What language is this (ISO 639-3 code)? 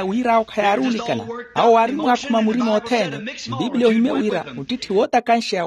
vmw